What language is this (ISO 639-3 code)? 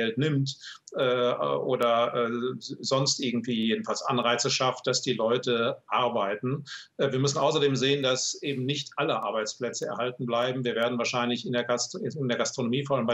deu